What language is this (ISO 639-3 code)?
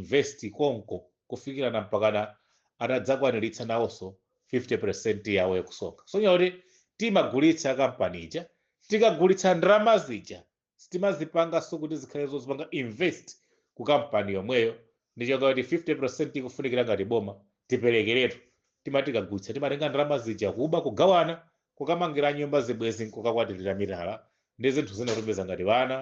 nya